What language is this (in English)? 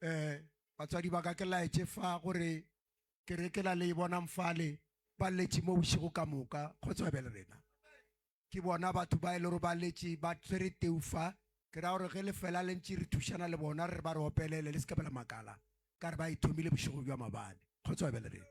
Northern Sotho